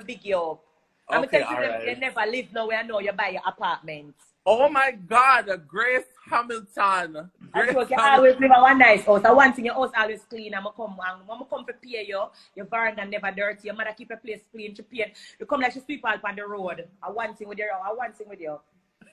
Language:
Jamaican Creole English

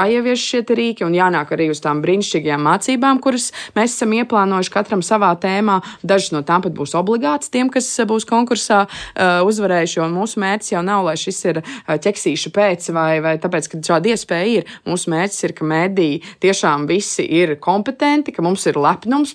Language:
Latvian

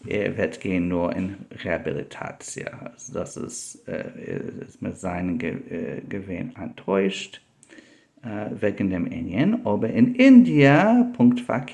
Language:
Yiddish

